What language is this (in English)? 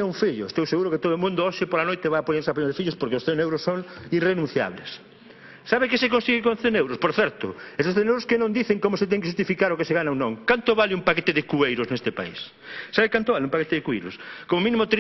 Galician